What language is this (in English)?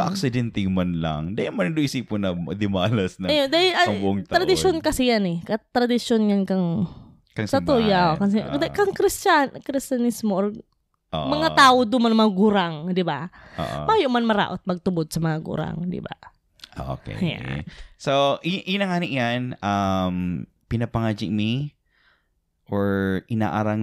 Bikol